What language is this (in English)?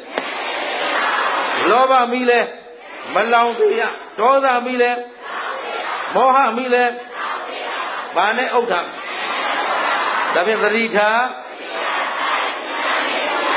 Burmese